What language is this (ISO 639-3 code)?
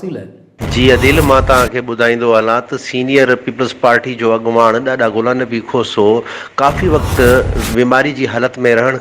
snd